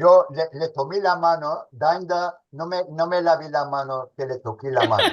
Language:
Ladino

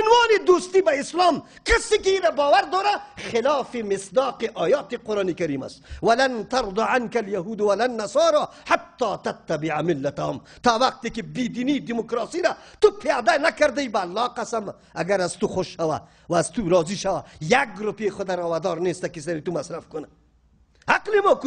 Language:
Persian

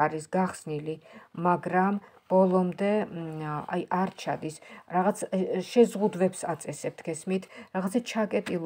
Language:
Georgian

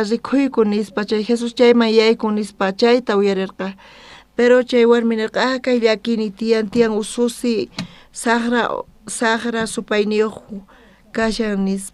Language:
South Bolivian Quechua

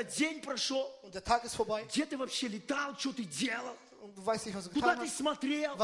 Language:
Russian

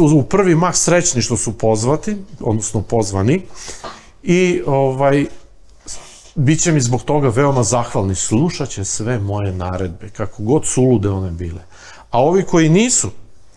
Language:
Serbian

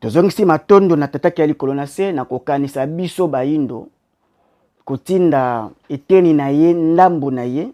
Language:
Lingala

